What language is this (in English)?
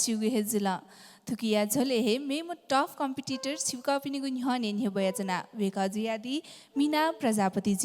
Newari